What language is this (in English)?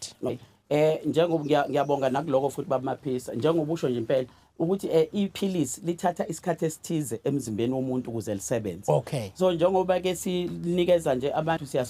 Zulu